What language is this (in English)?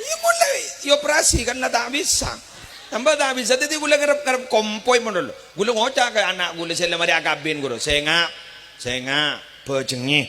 Madurese